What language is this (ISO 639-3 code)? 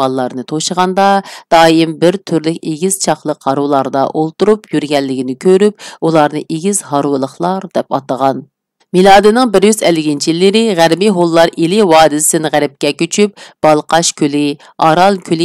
uig